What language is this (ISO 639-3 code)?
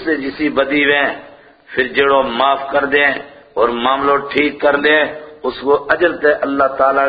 gju